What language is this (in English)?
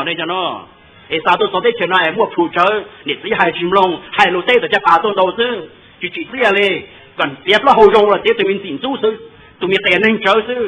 Hmong